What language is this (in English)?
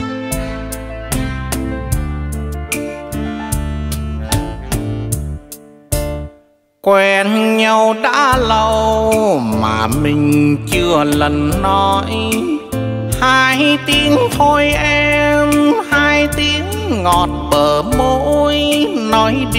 Vietnamese